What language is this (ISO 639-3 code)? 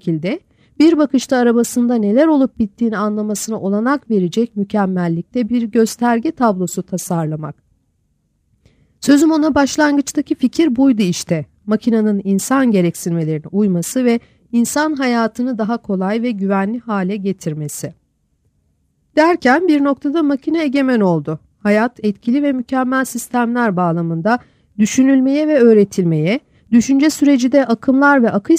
tur